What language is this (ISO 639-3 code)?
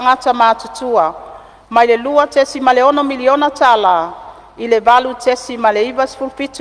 smo